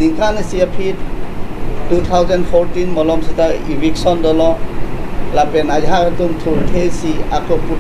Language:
Karbi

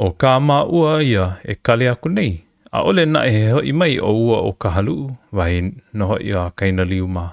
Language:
Hawaiian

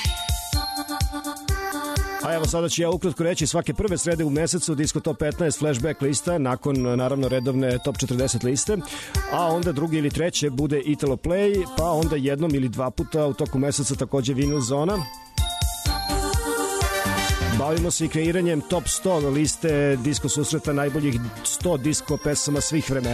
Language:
Serbian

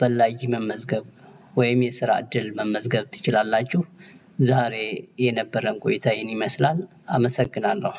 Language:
Amharic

